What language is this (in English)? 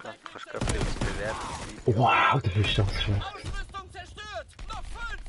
Swiss German